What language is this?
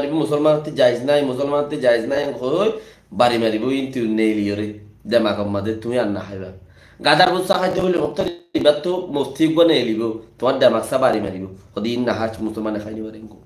Rohingya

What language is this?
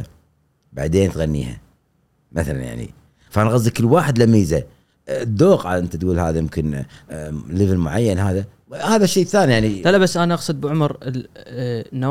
Gulf Arabic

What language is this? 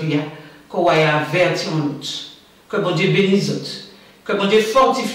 Guadeloupean Creole French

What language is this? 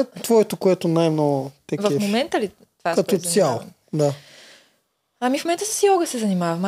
Bulgarian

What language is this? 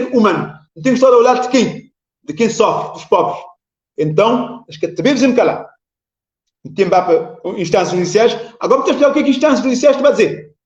Kabuverdianu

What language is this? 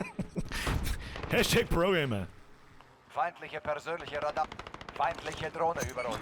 Bavarian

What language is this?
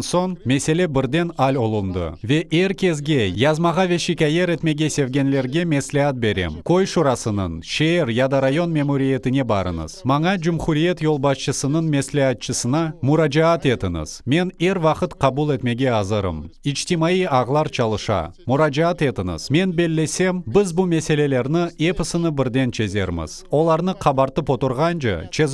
Crimean Tatar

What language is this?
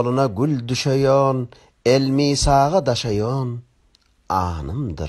Turkmen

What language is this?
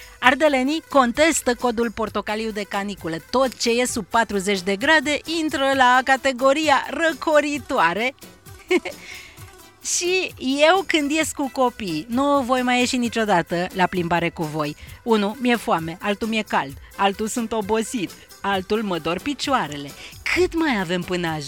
Romanian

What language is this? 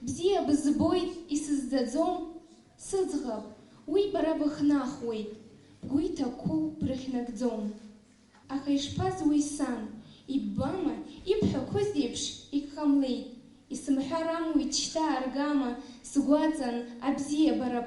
Abkhazian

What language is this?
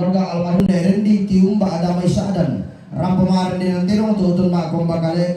Toraja-Sa'dan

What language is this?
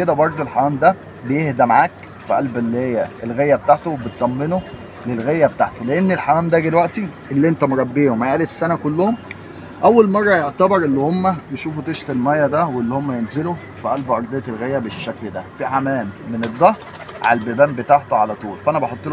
Egyptian Arabic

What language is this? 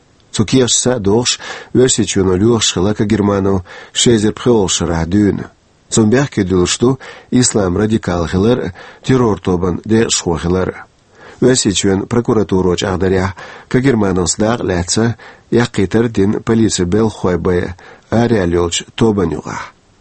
Chechen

